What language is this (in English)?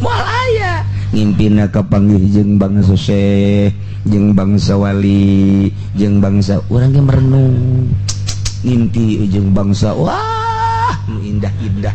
Sundanese